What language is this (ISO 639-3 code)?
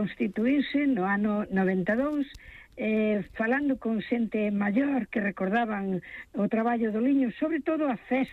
glg